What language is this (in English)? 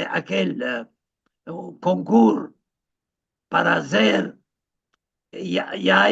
Ladino